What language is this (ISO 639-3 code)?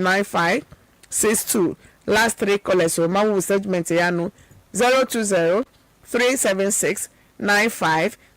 ewe